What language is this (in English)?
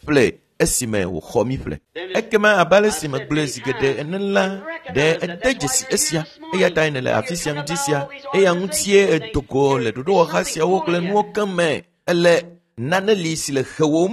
Ewe